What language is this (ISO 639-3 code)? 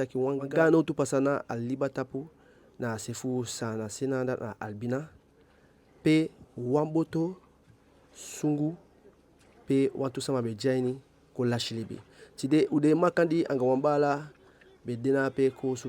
djk